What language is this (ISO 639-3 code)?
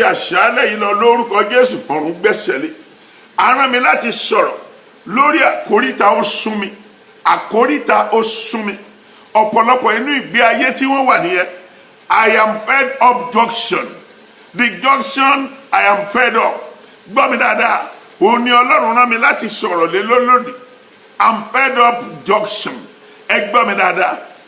yor